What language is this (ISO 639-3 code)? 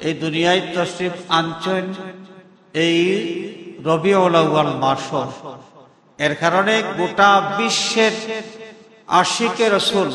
syl